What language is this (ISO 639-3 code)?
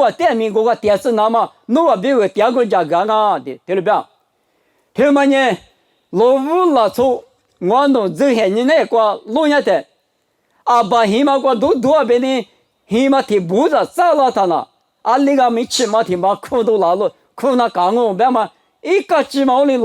lis